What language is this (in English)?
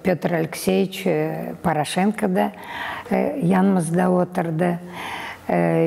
Crimean Tatar